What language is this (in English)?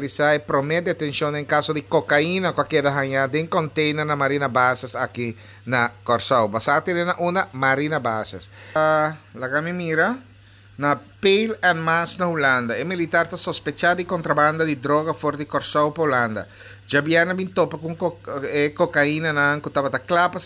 Papiamento